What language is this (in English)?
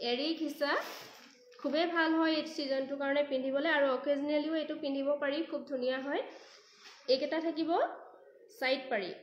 Assamese